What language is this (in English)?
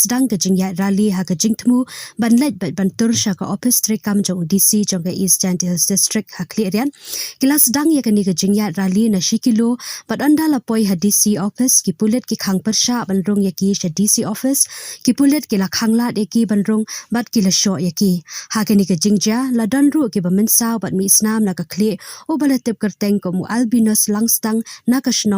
Khasi